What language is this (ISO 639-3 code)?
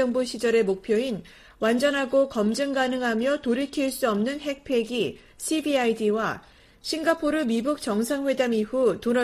kor